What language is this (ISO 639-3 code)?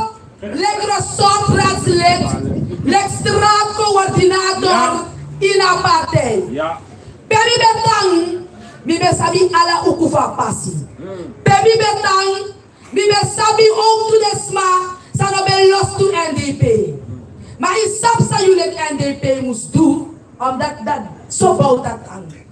srn